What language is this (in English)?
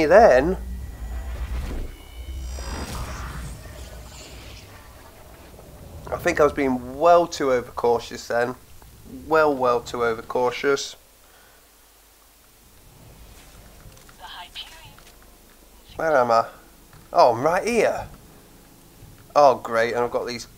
English